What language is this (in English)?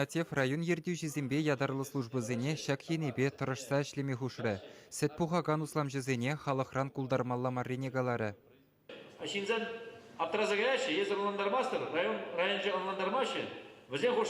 Chuvash